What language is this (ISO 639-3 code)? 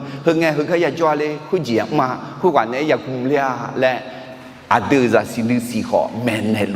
ahk